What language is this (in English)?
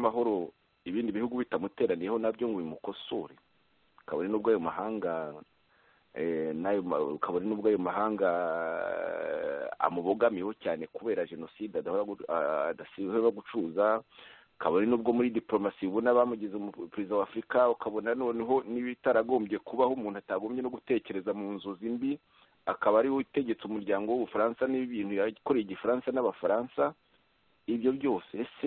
Kinyarwanda